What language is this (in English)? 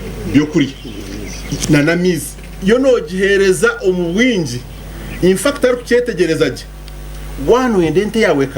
Nyankole